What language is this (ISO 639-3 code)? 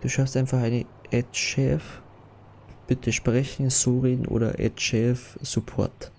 bar